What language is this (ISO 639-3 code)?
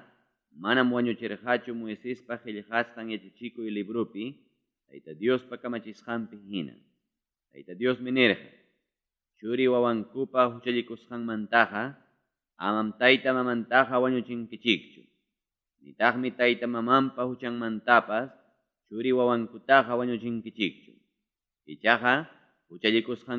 quy